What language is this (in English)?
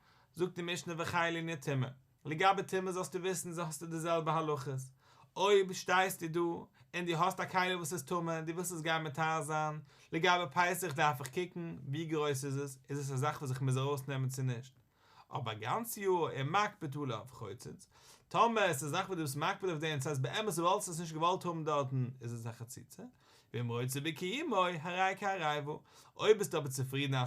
Yiddish